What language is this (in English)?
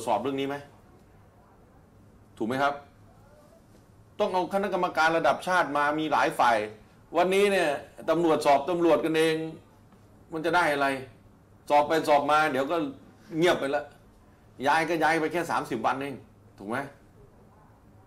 Thai